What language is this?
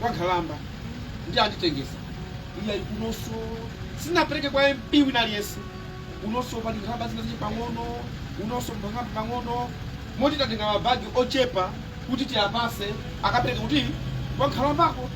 Nyanja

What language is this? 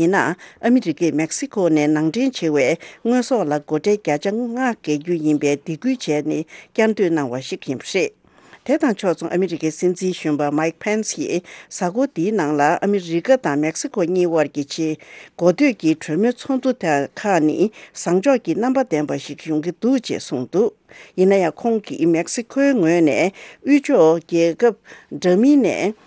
Tibetan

